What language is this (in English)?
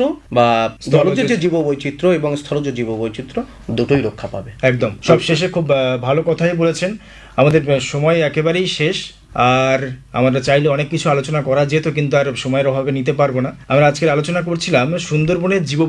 Bangla